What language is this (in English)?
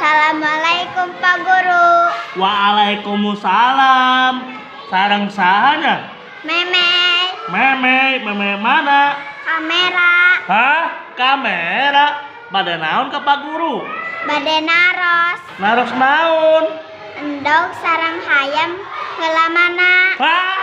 Sundanese